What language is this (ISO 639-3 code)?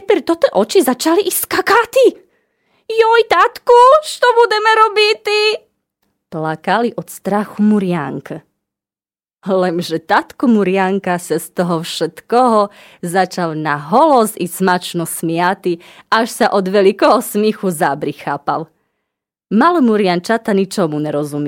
rue